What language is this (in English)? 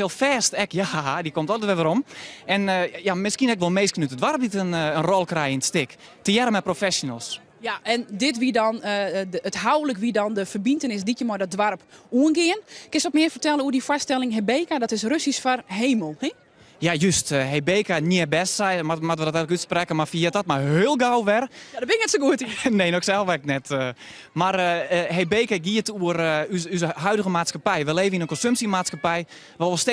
Western Frisian